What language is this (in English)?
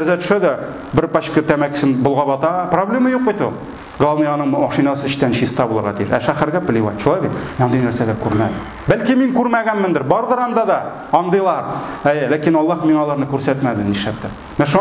Tatar